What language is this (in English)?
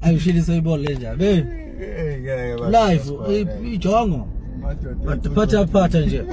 Zulu